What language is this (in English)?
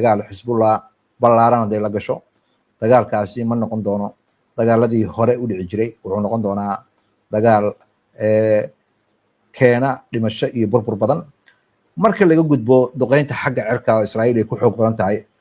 Somali